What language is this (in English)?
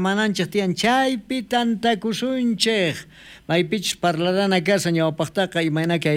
South Bolivian Quechua